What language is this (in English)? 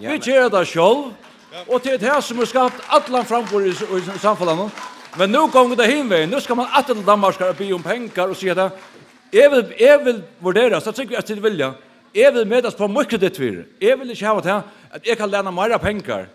Faroese